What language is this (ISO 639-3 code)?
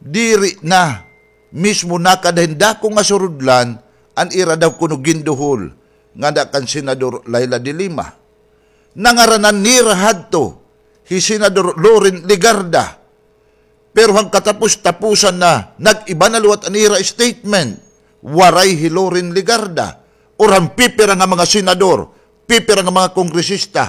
war